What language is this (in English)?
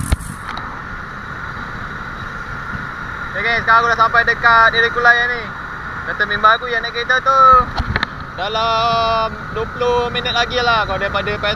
Malay